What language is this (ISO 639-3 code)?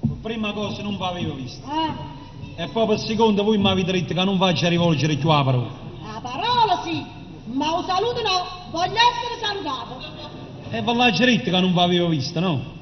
nap